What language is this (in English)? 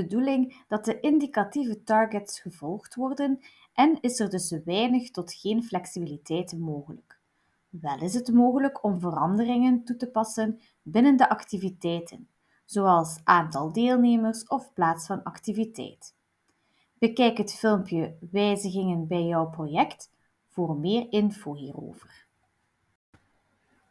Dutch